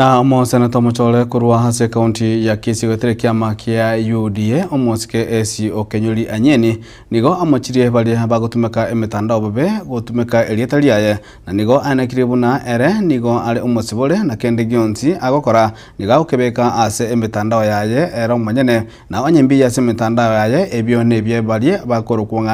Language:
Gusii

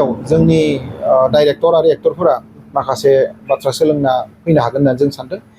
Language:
Bodo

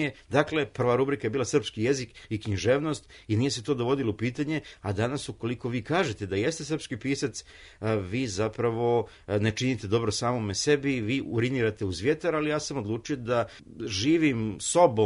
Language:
Serbian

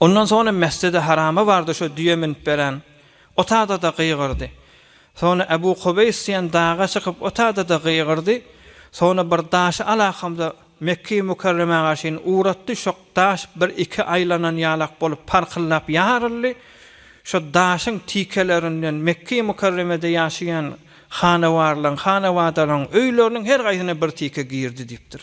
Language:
Turkmen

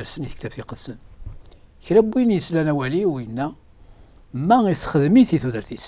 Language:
Kabyle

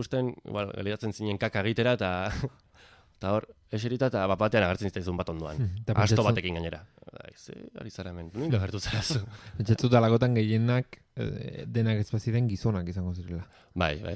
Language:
Basque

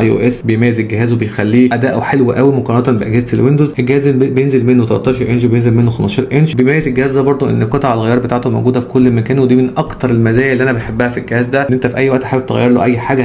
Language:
Egyptian Arabic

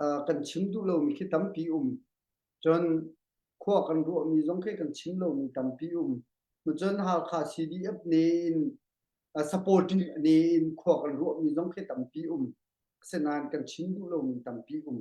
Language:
Hakha Chin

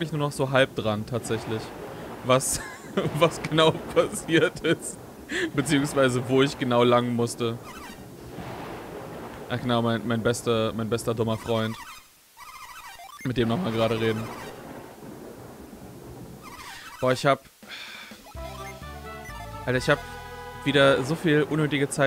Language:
German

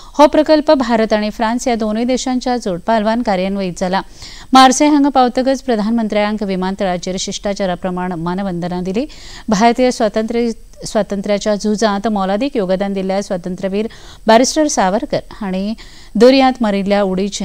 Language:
Konkani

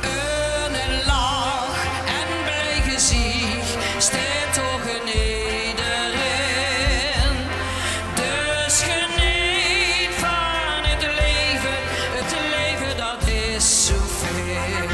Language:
Limburgish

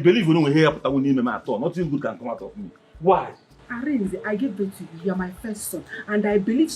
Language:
Nigerian Pidgin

